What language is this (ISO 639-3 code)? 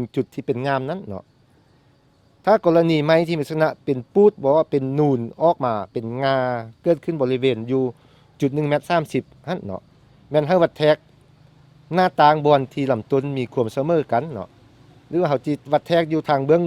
lao